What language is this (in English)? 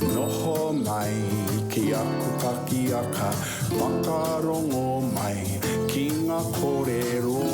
Māori